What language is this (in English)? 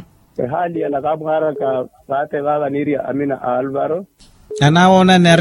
Makhuwa